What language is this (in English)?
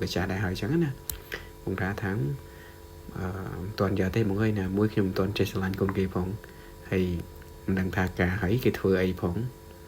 Khmer